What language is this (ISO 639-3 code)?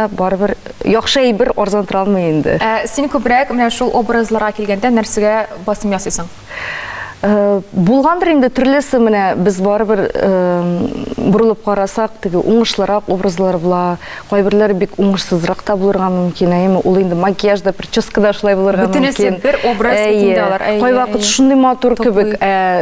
tat